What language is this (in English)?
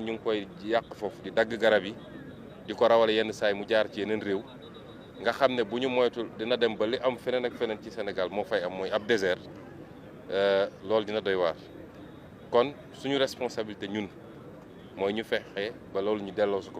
Wolof